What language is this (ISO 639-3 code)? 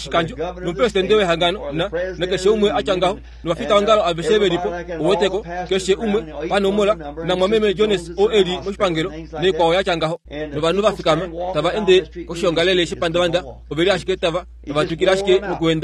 kua